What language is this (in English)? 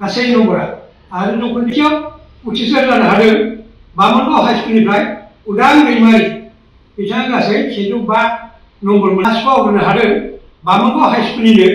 Bodo